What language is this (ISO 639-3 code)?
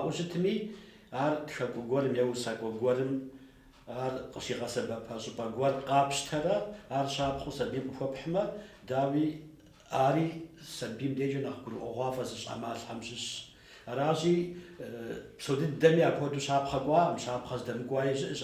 kbd